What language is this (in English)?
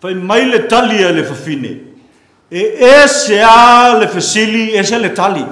Samoan